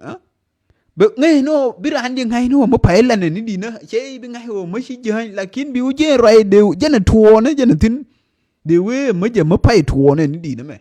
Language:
Nuer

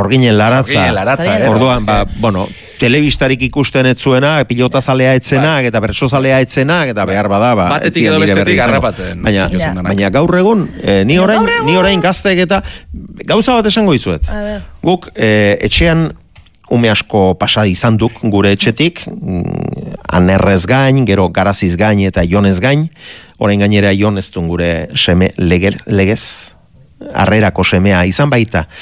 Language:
Basque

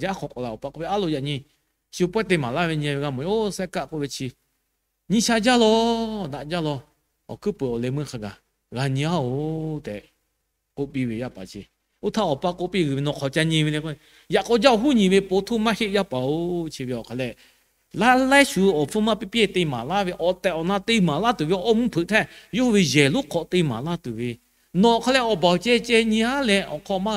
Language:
Lahu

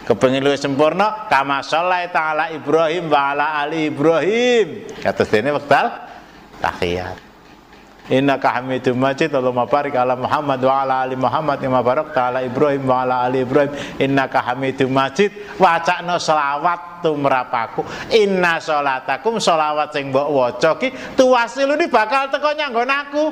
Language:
Javanese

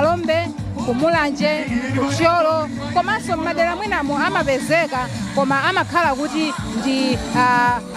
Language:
Nyanja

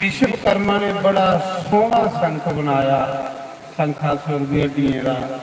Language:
Dogri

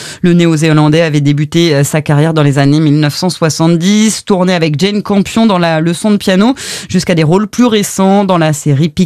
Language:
French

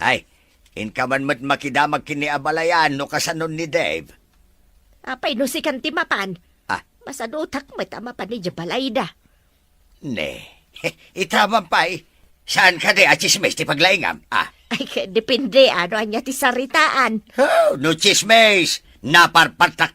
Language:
Iloko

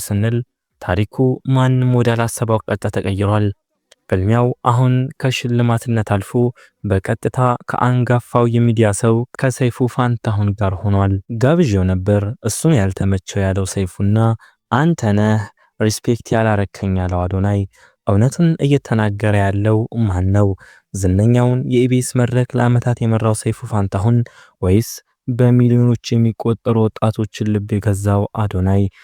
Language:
Amharic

